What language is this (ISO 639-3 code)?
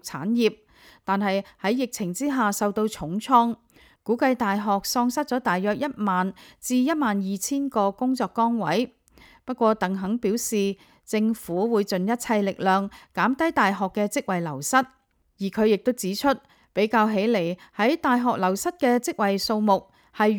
yue